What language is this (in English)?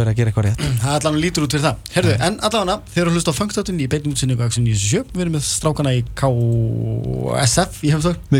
Icelandic